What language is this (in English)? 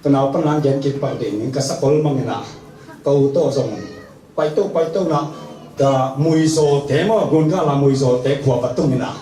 Tedim Chin